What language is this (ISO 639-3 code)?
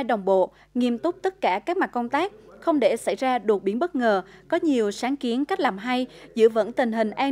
vie